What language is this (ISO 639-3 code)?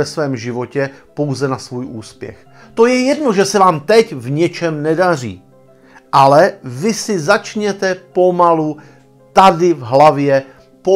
ces